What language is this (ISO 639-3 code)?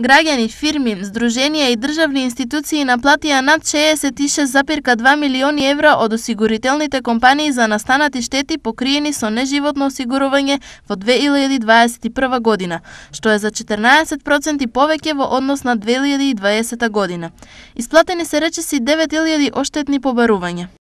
mkd